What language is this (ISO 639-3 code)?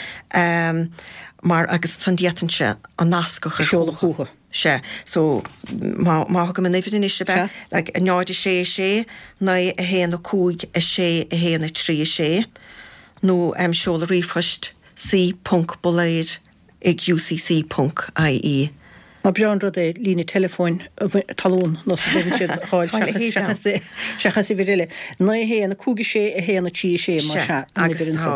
gle